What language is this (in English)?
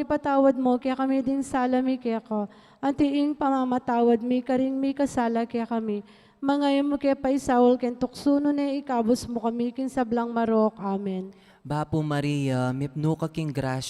Pampanga